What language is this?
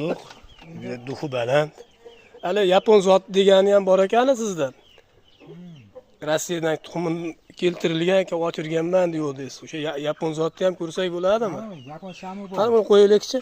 Uzbek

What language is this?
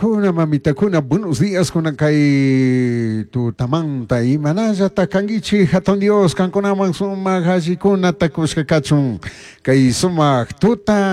Chimborazo Highland Quichua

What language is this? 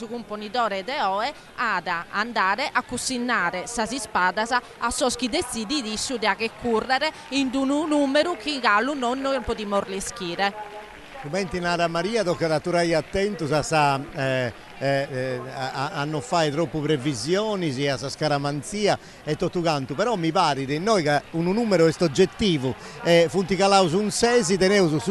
Sardinian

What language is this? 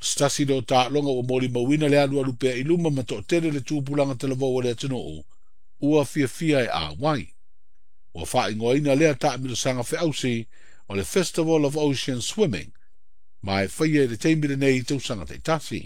Samoan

